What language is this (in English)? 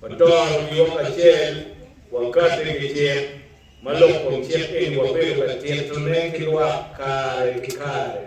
Acoli